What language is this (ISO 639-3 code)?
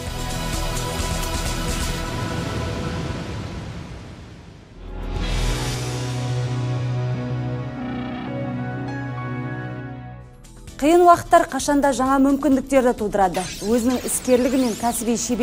kaz